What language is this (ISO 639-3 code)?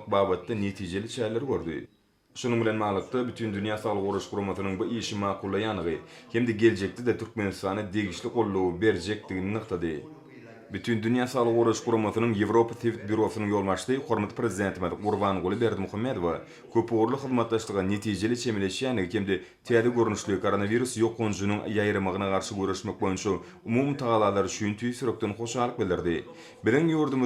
tuk